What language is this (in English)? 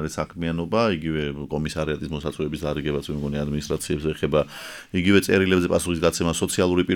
Georgian